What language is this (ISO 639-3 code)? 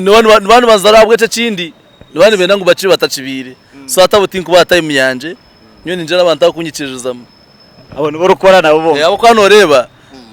nyn